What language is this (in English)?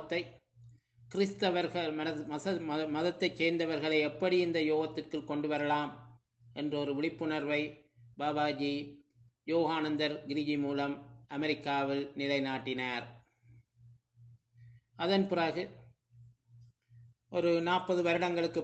Tamil